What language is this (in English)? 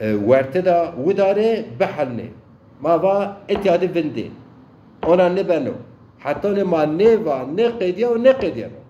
Zaza